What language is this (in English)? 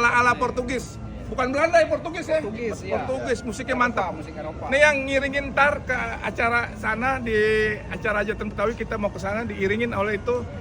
Betawi